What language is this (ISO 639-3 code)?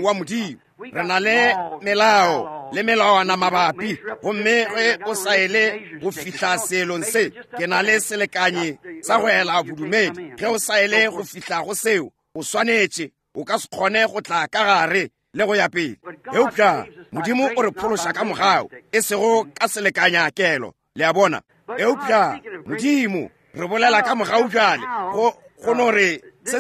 nso